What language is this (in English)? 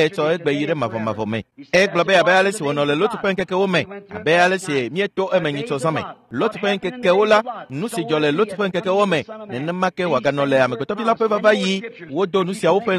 Ewe